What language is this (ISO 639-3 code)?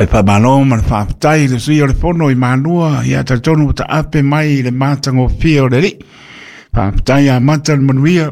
smo